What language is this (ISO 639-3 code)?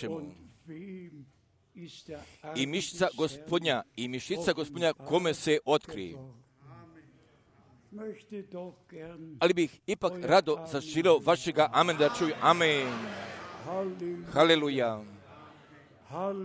hrv